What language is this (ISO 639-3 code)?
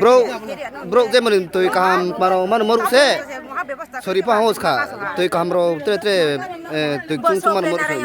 ria